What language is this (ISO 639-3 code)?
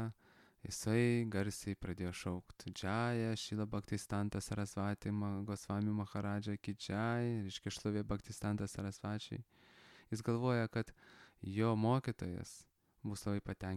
lit